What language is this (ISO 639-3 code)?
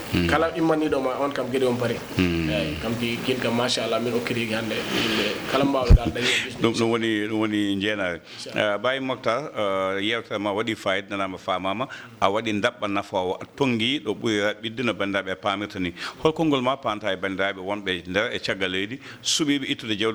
ful